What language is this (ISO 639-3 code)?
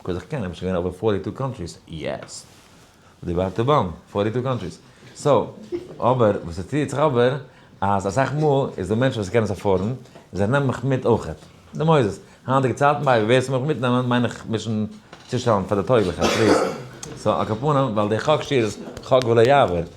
yid